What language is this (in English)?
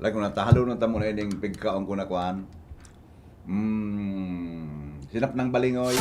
Bikol